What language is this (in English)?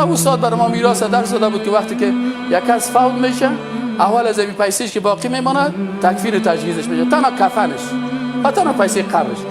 Persian